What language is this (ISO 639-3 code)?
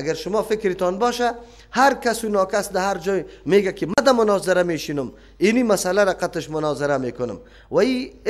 fas